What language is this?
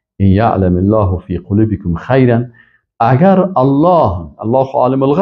Persian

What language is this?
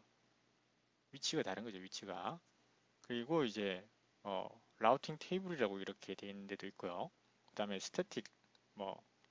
Korean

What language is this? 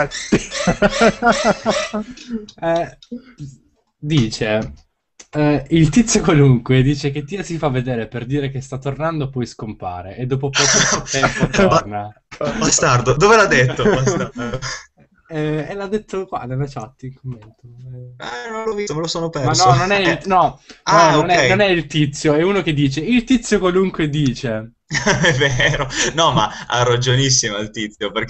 Italian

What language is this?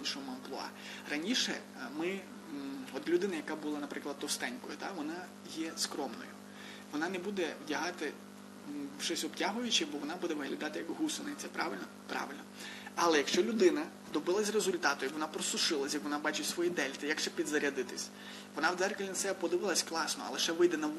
Ukrainian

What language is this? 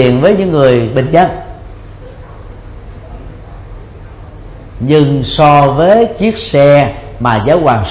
Vietnamese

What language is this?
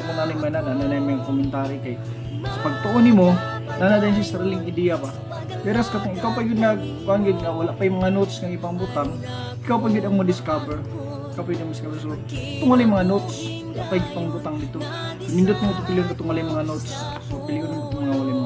Cebuano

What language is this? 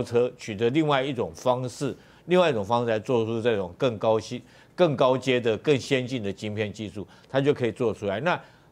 Chinese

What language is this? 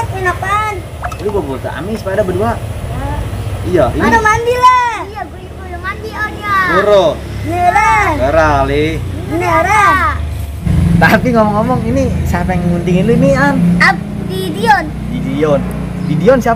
Betawi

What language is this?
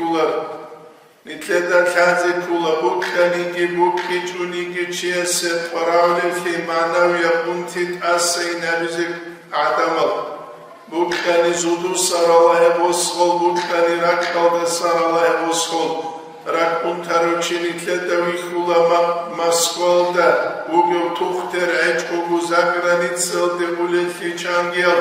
Avaric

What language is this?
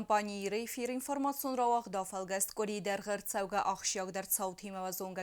Ossetic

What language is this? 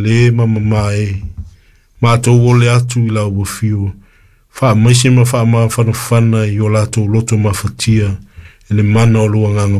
Samoan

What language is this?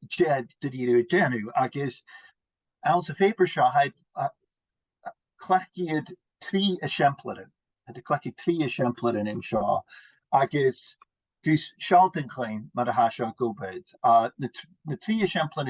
Scottish Gaelic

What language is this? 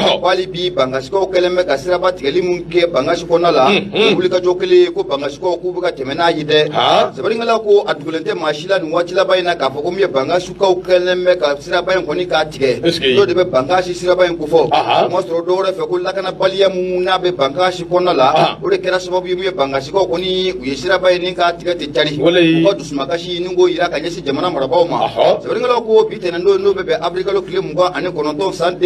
Bambara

